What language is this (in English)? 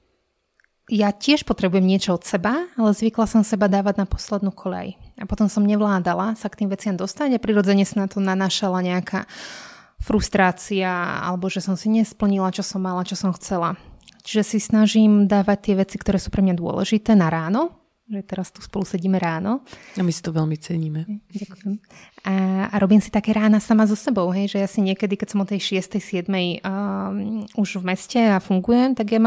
Slovak